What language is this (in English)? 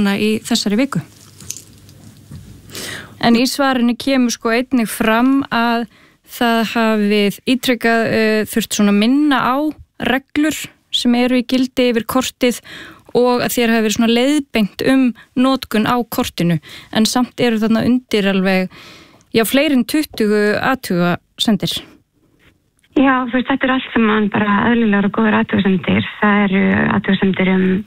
Icelandic